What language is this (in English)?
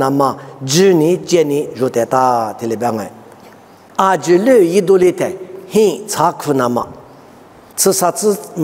Lisu